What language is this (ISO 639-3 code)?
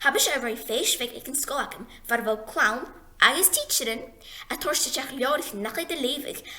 gla